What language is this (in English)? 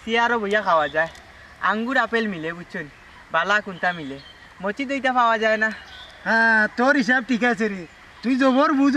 Sylheti